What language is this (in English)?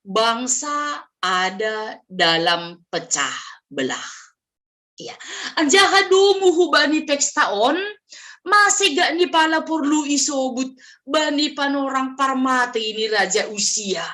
Batak Simalungun